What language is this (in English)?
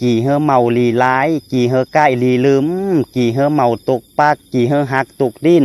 Lao